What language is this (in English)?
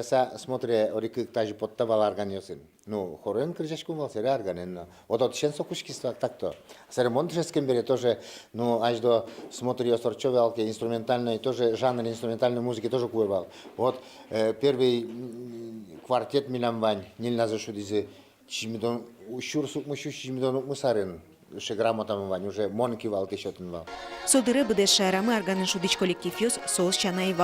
Udmurt